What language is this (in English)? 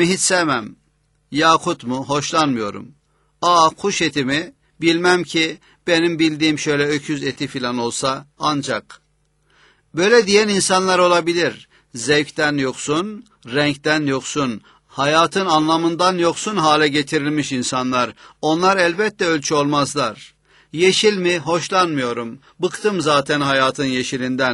Turkish